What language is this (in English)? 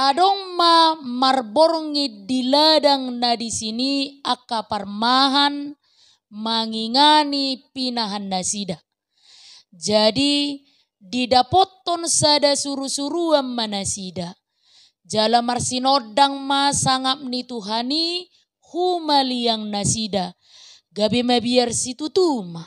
Batak Toba